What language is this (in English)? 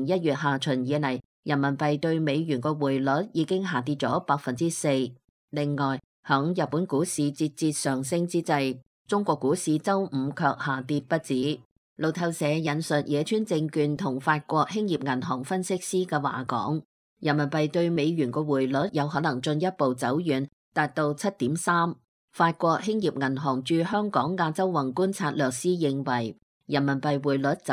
Cantonese